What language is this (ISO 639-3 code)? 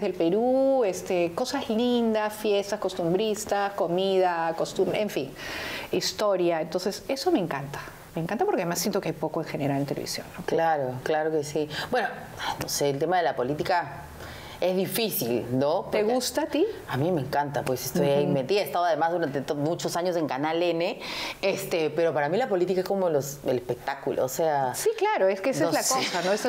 spa